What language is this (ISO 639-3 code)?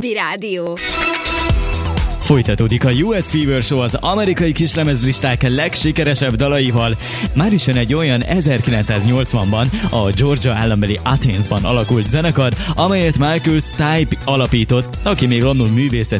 hun